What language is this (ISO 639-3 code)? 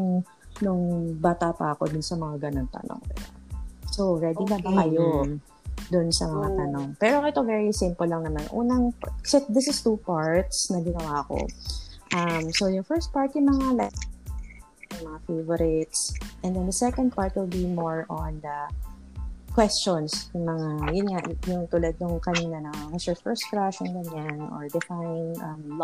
fil